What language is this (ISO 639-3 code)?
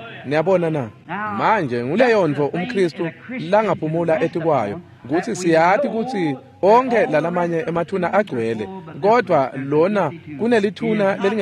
ssw